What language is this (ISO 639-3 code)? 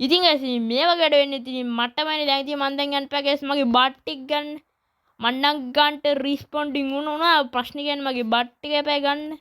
sin